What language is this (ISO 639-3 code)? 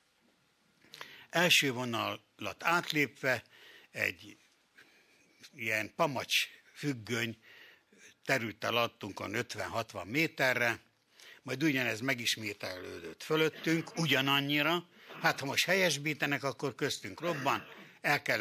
hun